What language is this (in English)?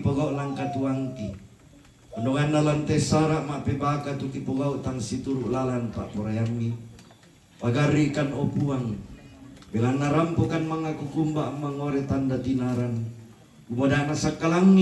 Toraja-Sa'dan